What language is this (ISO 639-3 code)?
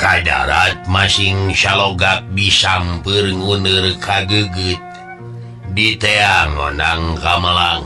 sun